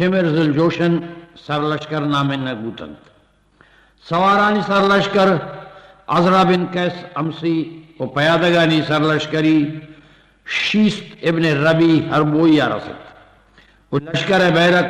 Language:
Eastern Balochi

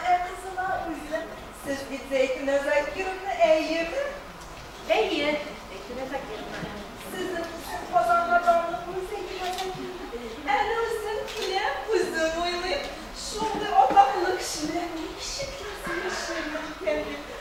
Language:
Tatar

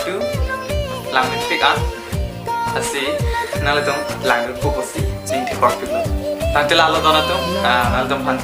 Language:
Karbi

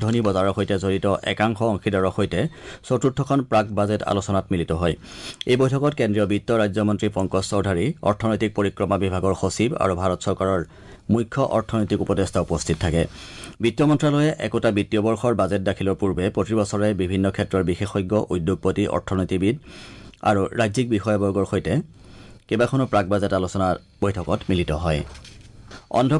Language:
Assamese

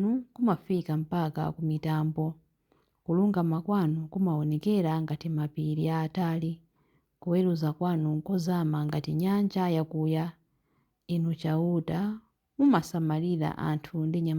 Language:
Nyanja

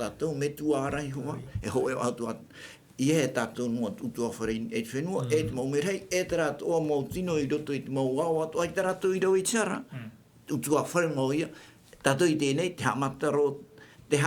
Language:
Tahitian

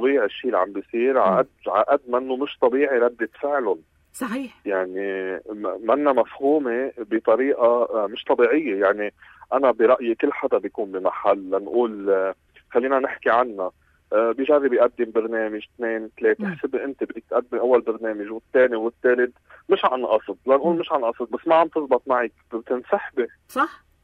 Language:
North Levantine Arabic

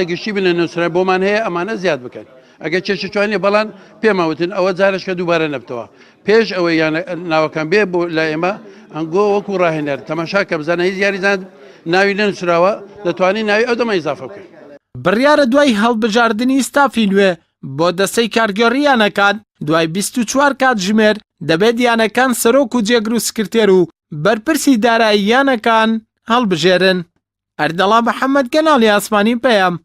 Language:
Central Kurdish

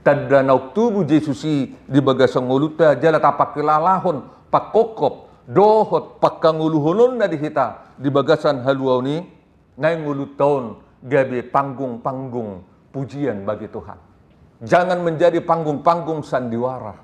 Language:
Batak Toba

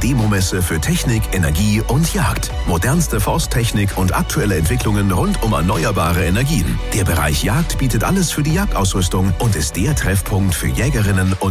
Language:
German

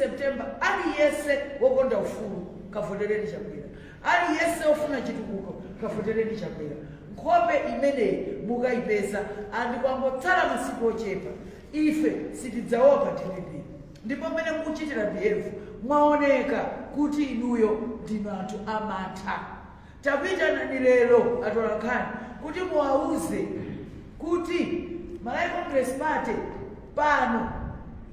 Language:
Nyanja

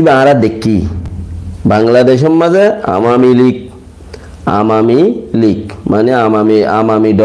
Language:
Rohingya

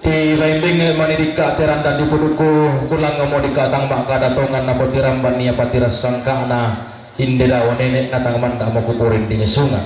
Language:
Toraja-Sa'dan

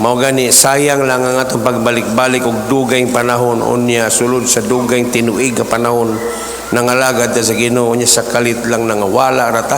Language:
Cebuano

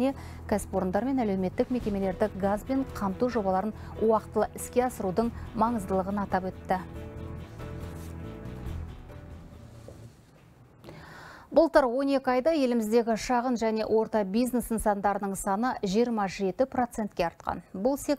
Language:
Kazakh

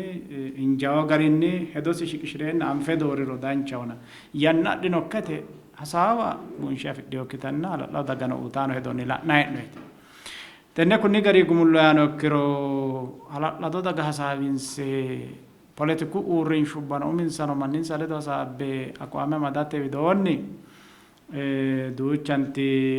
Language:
Sidamo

